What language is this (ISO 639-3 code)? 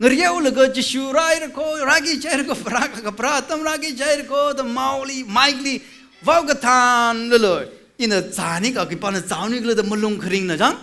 nmf